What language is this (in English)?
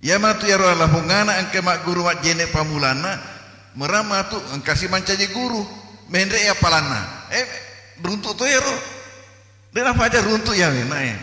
Buginese